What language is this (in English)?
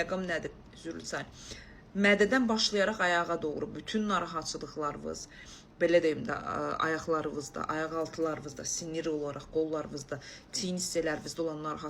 Azerbaijani